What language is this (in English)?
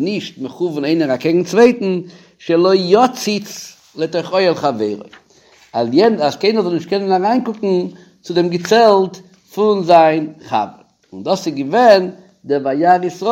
Yiddish